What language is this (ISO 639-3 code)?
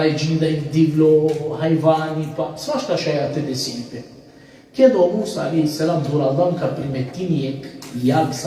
rmn